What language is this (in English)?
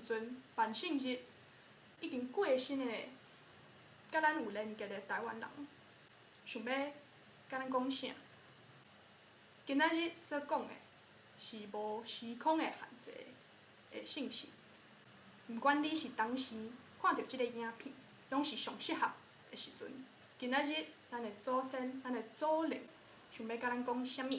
Min Nan Chinese